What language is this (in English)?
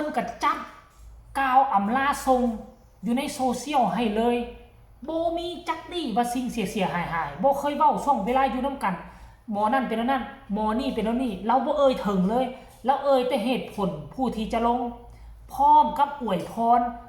Northeastern Thai